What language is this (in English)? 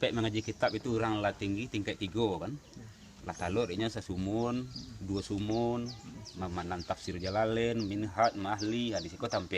Minangkabau